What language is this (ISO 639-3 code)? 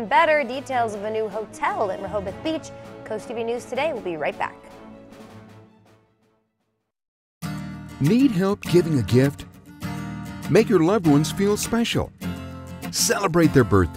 eng